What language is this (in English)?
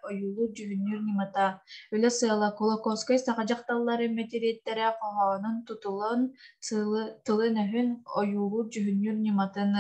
Yakut